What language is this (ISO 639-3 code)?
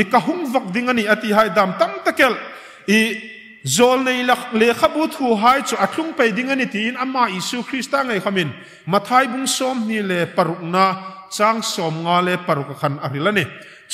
hmr